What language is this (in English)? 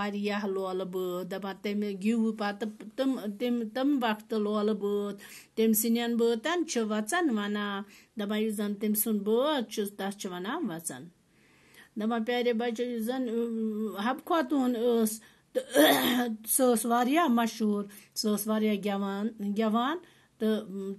Kashmiri